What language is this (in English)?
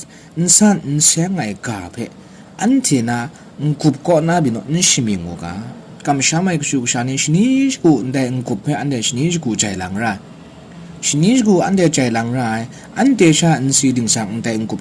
Kachin